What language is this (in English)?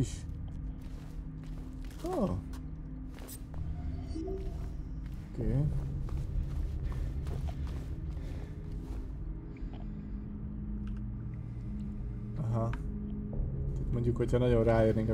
Hungarian